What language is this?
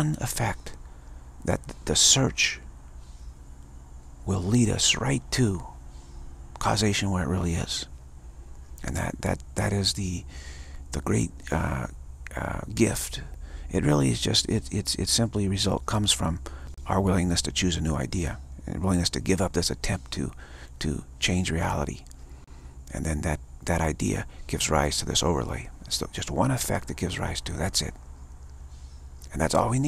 English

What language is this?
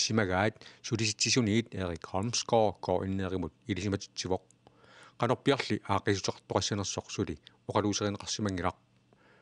Kalaallisut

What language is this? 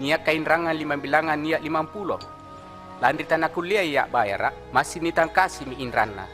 Makasar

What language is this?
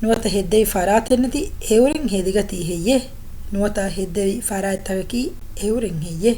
Divehi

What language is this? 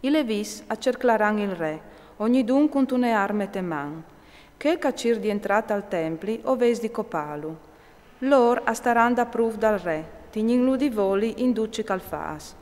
Friulian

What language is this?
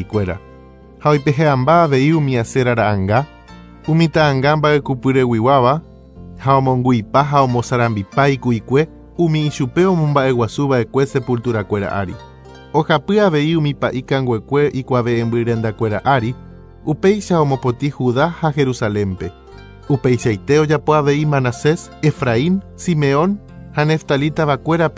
Guarani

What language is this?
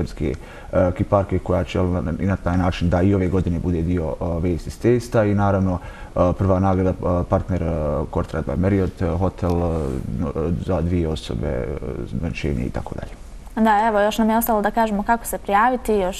Bosnian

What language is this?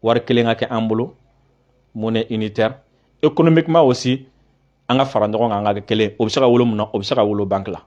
Bambara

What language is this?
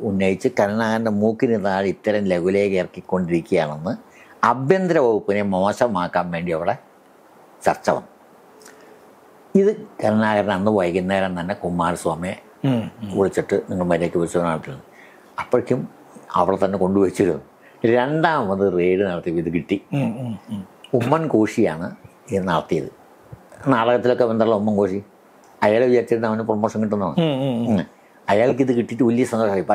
Malayalam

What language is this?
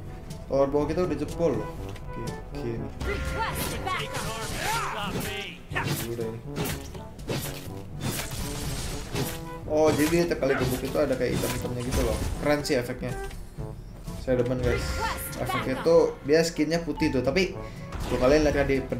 Indonesian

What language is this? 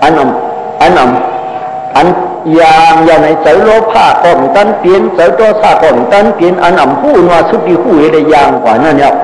Shan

